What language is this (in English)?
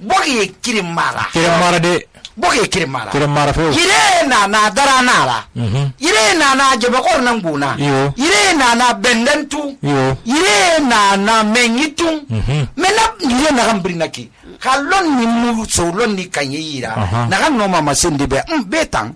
Susu